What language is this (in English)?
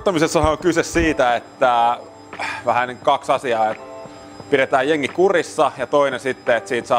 Finnish